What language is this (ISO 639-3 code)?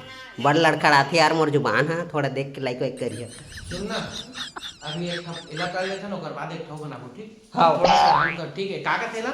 hne